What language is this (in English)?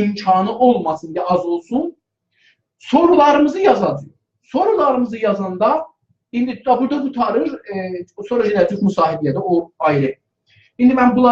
South Azerbaijani